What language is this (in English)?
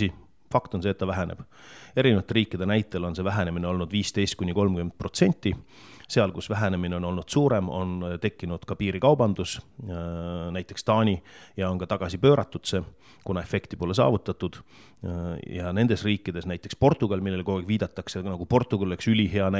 Estonian